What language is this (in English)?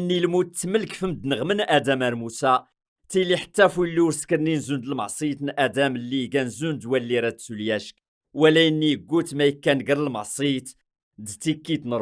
Kabyle